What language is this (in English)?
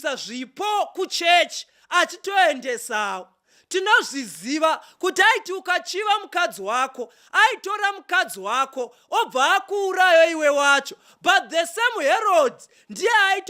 Shona